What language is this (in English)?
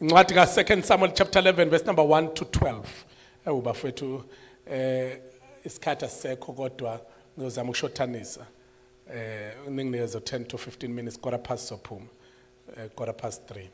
Zulu